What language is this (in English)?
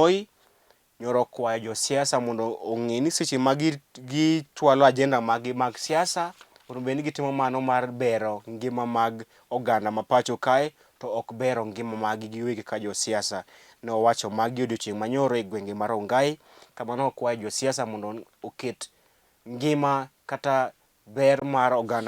Luo (Kenya and Tanzania)